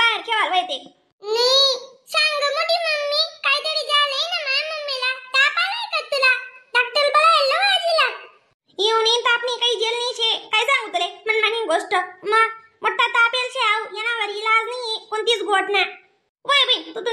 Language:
Khandesi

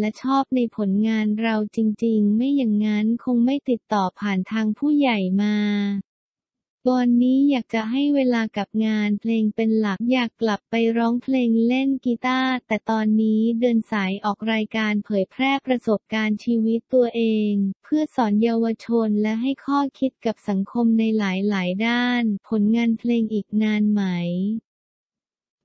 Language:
Thai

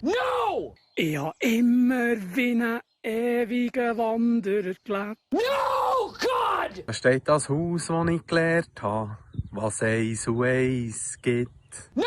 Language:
Swiss German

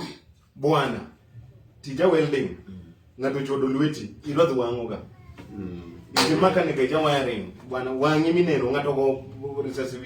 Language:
Luo (Kenya and Tanzania)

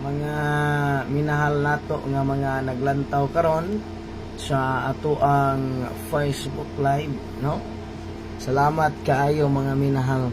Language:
Cebuano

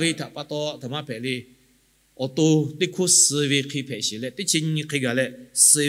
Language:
Lahu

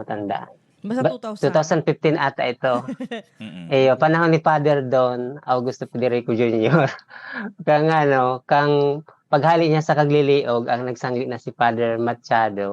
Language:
Bikol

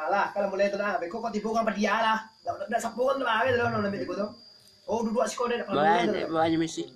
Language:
Minangkabau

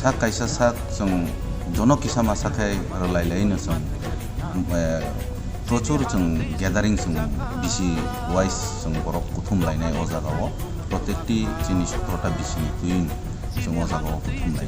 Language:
Kok Borok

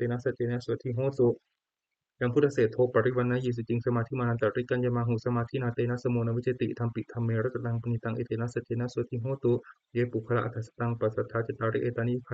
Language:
Pali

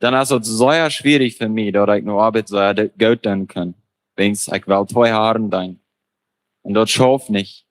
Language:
Plautdietsch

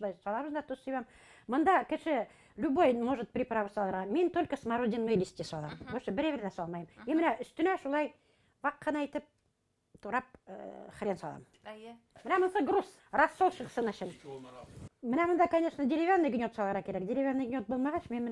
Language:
Bashkir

